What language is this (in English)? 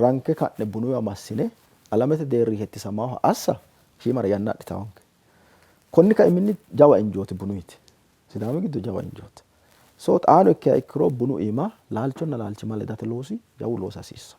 Sidamo